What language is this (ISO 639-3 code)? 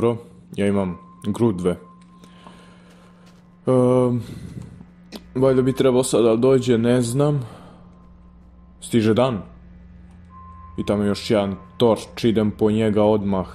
srp